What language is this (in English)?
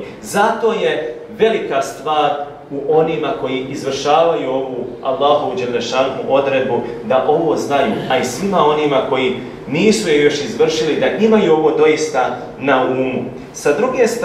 Bosnian